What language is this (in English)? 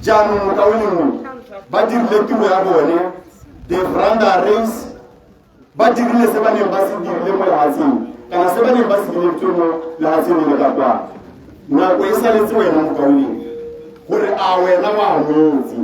Tswana